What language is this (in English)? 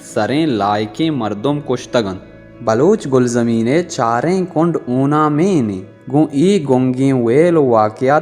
Baluchi